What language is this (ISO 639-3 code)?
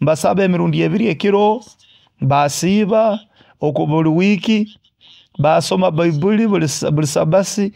nyo